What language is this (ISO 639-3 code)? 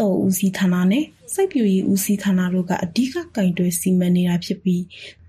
mya